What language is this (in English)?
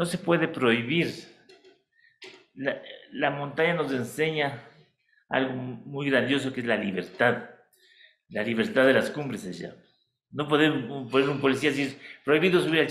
Spanish